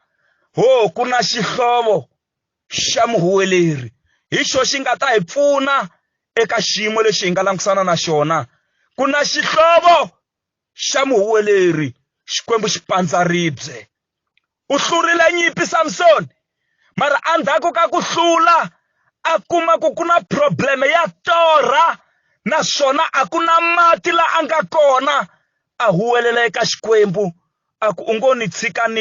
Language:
Tsonga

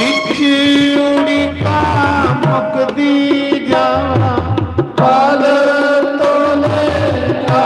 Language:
Dogri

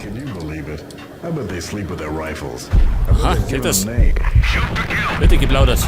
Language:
Bavarian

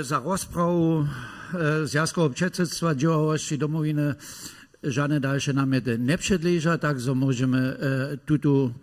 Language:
Upper Sorbian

